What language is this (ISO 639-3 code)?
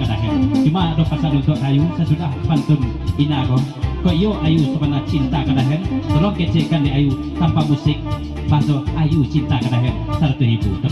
min